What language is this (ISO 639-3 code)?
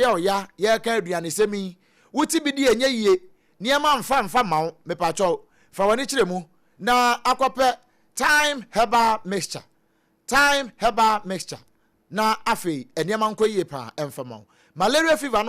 aka